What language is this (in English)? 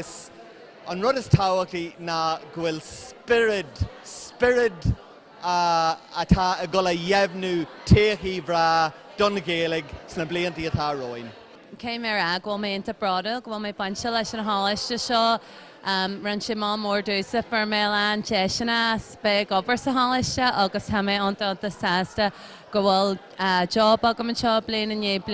Irish